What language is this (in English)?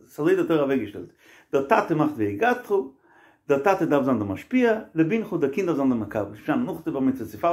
Yiddish